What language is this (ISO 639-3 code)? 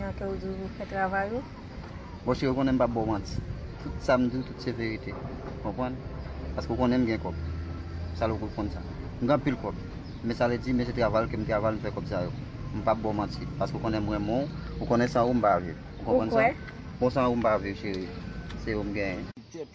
hat